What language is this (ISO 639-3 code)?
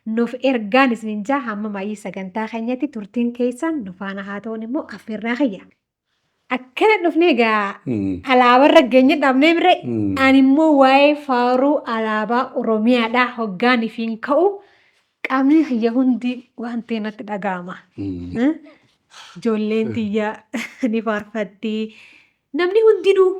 orm